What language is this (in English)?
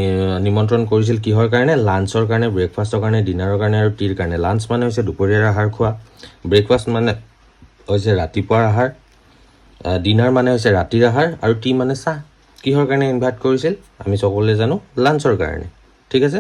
Assamese